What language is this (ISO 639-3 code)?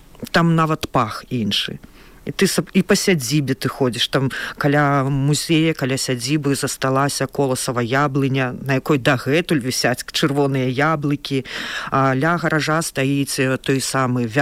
bel